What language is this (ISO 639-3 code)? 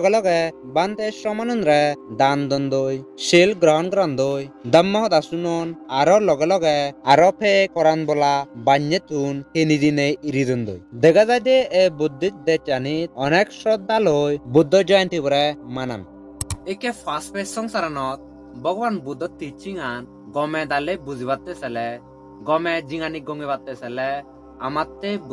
ccp